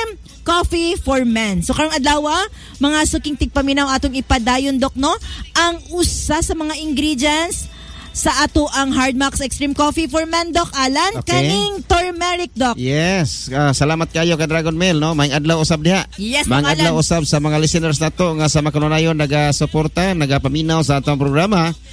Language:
Cebuano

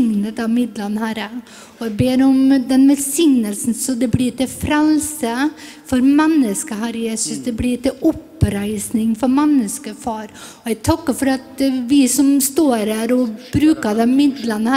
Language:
Norwegian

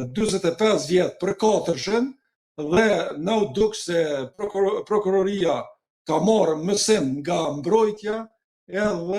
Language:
Albanian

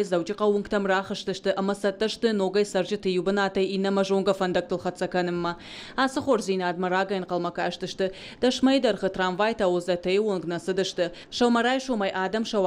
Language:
Ossetic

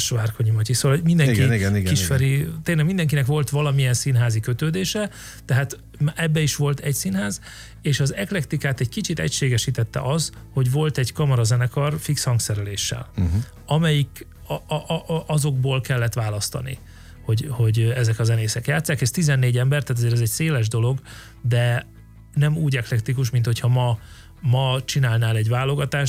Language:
Hungarian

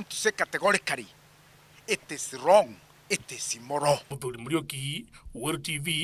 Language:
Meru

